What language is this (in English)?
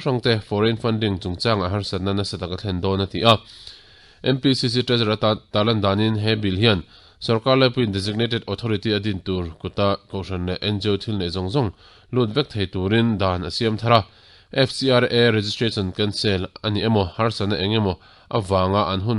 Mizo